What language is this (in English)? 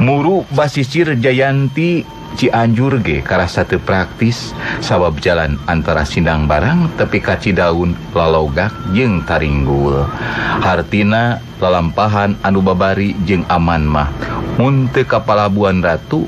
Sundanese